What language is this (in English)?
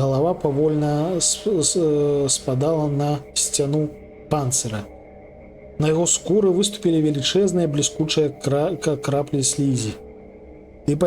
Belarusian